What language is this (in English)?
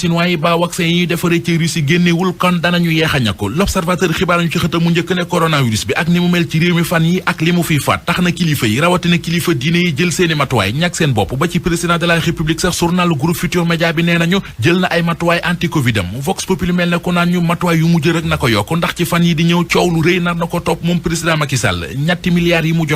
Wolof